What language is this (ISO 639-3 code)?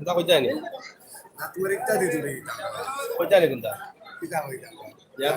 syl